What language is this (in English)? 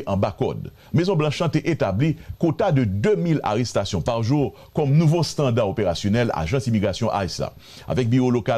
Haitian Creole